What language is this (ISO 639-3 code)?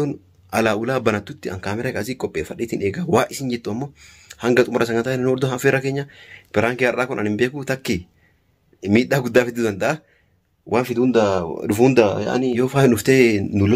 orm